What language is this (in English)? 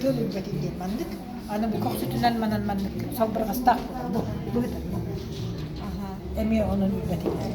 Yakut